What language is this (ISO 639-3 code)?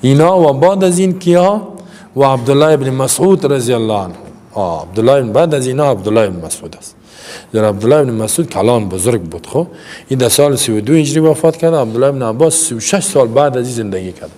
fas